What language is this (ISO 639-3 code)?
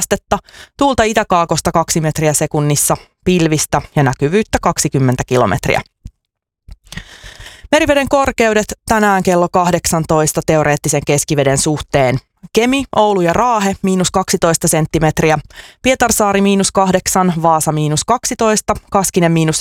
fin